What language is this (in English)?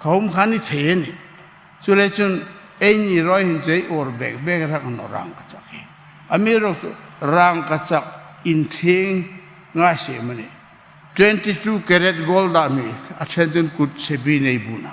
Hmar